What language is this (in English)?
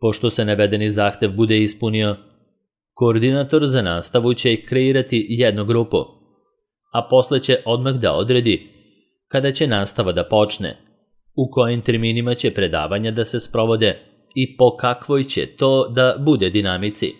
Serbian